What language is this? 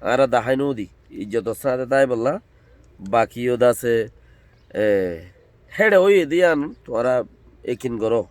Rohingya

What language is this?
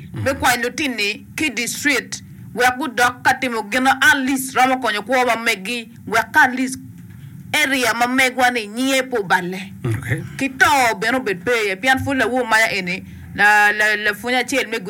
Acoli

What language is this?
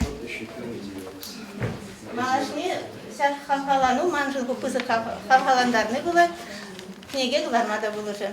Chuvash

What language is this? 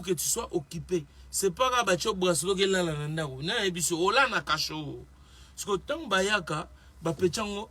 Lingala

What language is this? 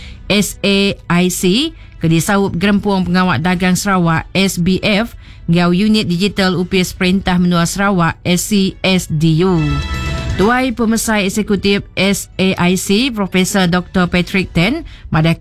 Iban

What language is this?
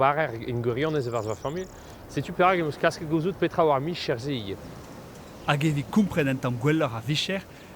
Breton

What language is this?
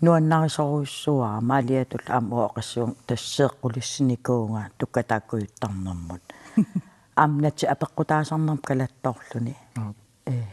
Kalaallisut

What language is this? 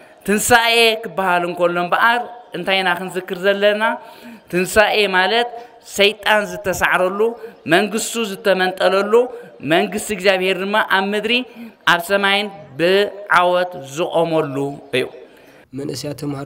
Tigrinya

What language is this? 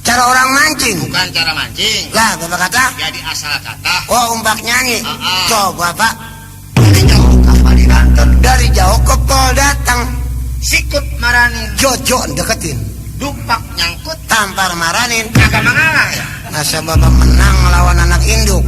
Betawi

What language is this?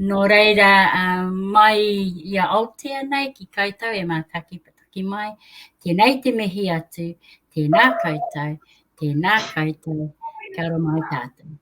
Māori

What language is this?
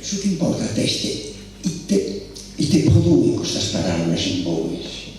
Sardinian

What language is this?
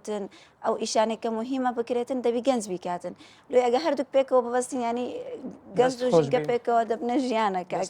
Central Kurdish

